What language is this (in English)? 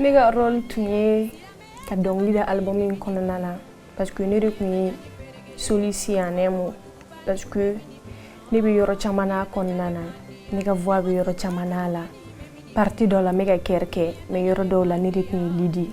Bambara